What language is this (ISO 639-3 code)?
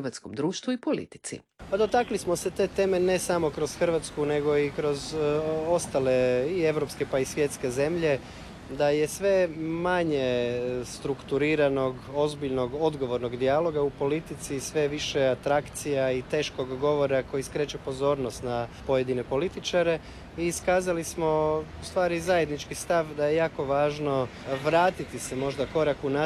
hrv